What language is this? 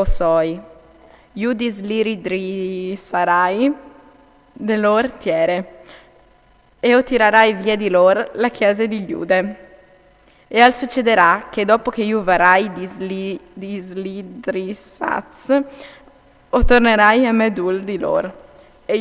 Friulian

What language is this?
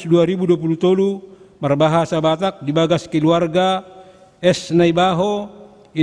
Batak Toba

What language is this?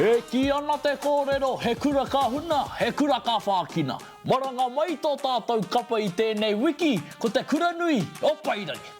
Māori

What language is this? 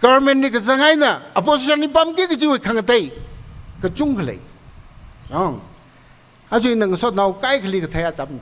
Tangkhul Naga (India)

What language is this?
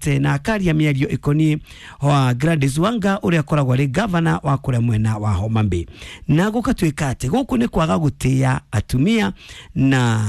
Kikuyu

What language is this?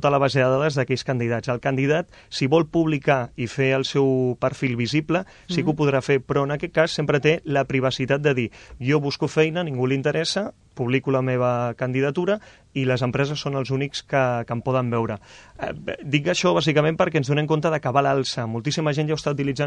Catalan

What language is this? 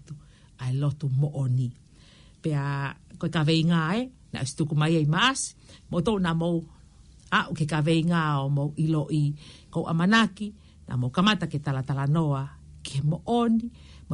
Tongan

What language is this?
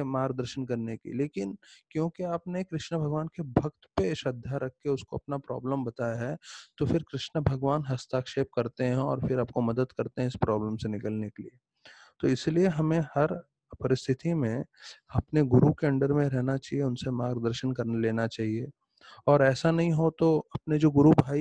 Hindi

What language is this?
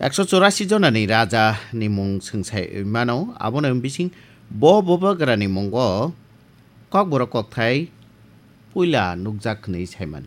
Kok Borok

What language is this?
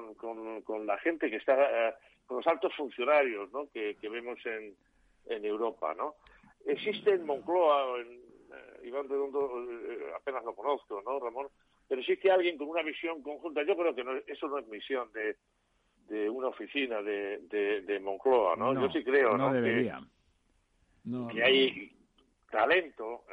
Spanish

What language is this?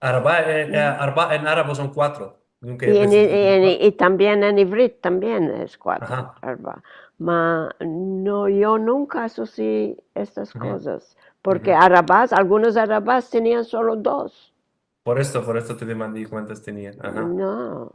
Ladino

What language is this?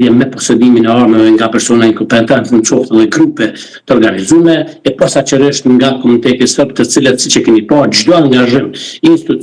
Albanian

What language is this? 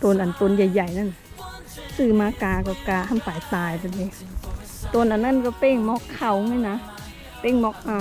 Shan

